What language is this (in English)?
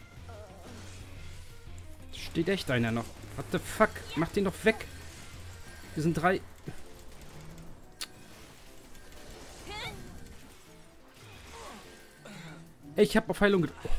German